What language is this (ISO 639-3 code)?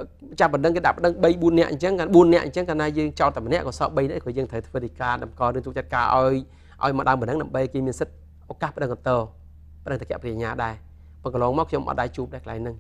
khm